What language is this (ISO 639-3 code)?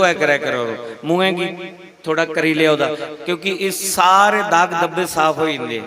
doi